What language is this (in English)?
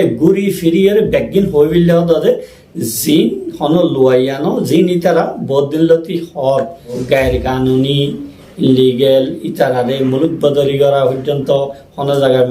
Rohingya